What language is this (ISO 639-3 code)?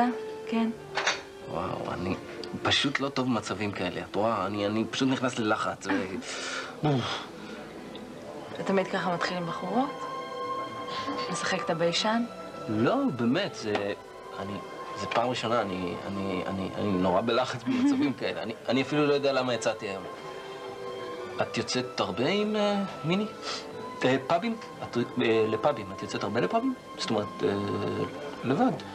heb